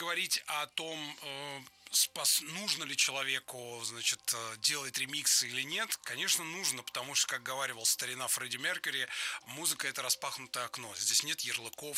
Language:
Russian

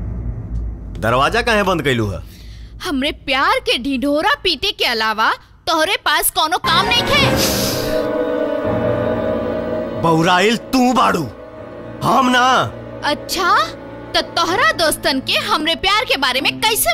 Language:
Bhojpuri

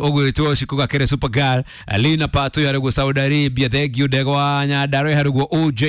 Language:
Kikuyu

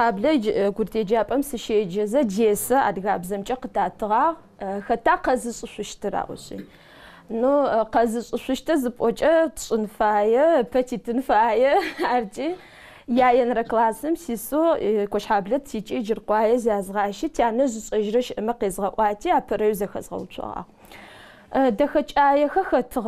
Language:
Adyghe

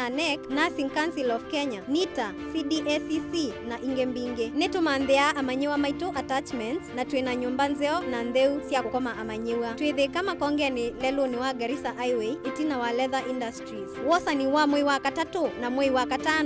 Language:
Kamba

